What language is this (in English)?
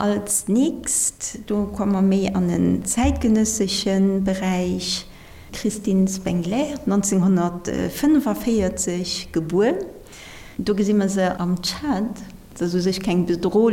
Luxembourgish